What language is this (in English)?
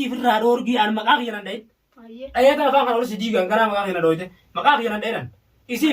Oromo